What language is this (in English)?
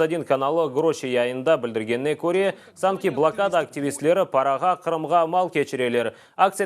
Crimean Tatar